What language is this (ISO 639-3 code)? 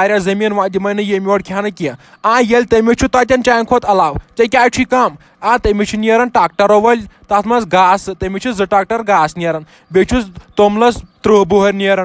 kas